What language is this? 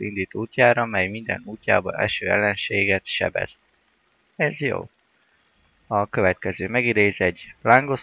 Hungarian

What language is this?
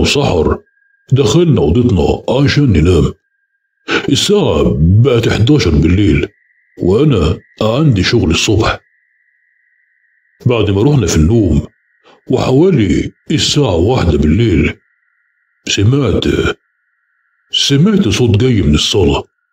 Egyptian Arabic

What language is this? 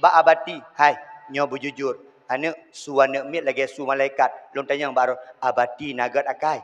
Achinese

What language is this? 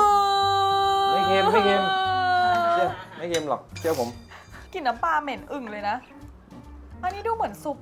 Thai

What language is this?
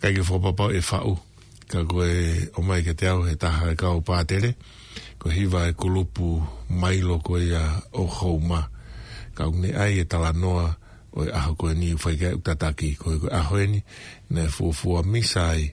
Tongan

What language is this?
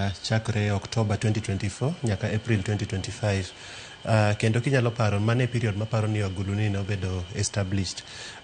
Luo (Kenya and Tanzania)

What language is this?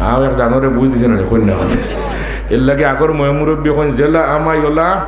Sylheti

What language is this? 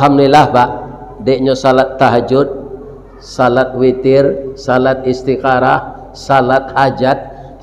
Minangkabau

